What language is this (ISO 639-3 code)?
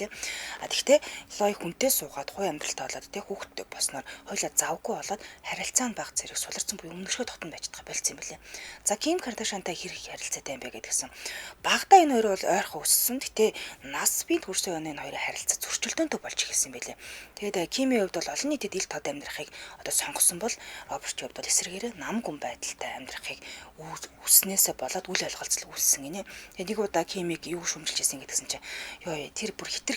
mon